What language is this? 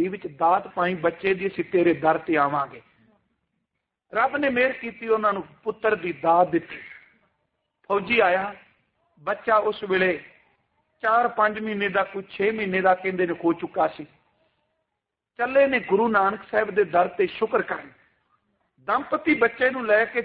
Punjabi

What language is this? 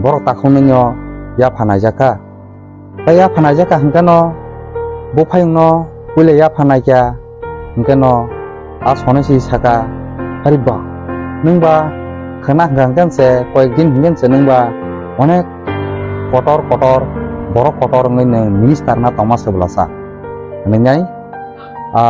Kok Borok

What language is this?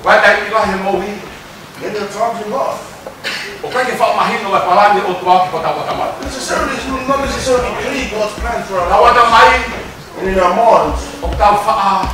Tongan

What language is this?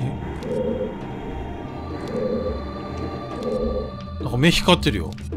Japanese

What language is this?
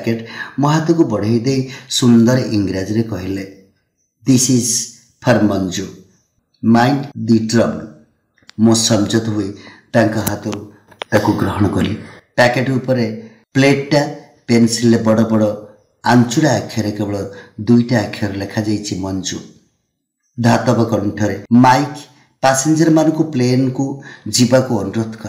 Odia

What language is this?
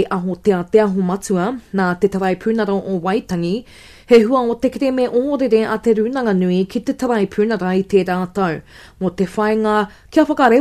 Māori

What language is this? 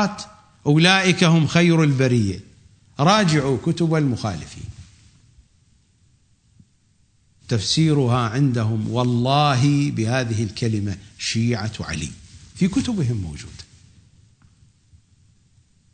Arabic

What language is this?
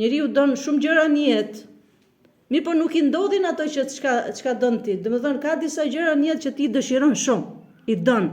Albanian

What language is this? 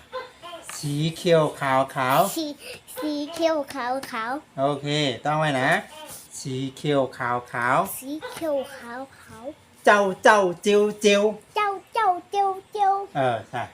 Shan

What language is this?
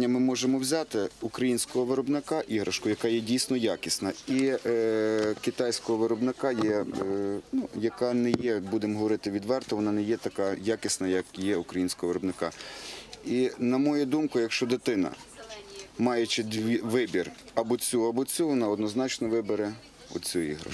Ukrainian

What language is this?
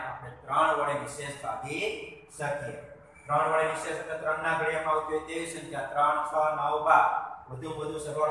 Gujarati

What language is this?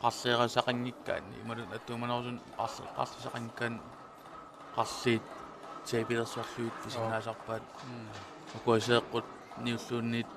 Kalaallisut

